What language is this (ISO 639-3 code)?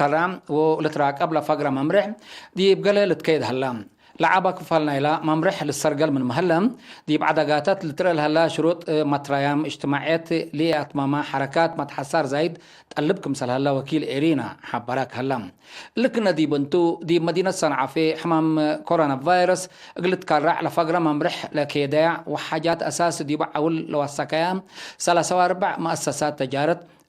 tig